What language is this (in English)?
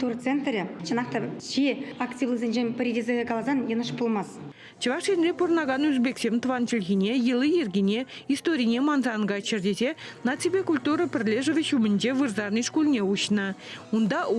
Chuvash